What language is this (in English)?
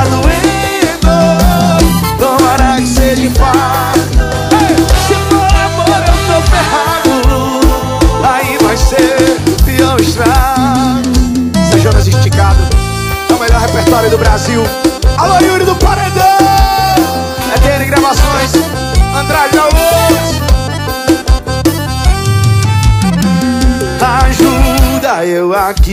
Portuguese